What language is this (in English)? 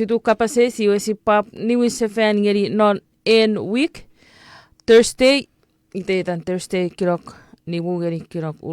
Chuukese